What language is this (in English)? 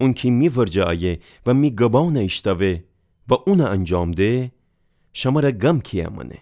Gilaki